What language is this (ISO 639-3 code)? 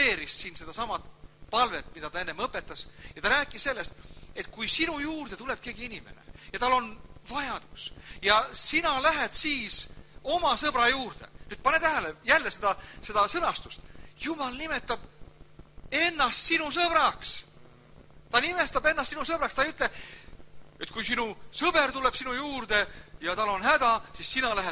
est